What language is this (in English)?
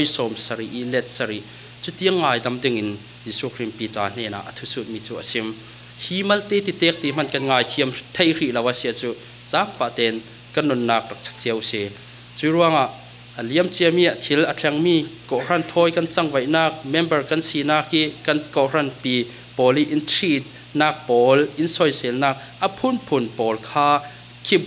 Falam Chin